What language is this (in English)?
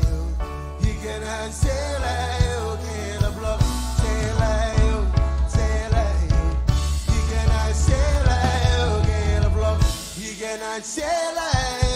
Marshallese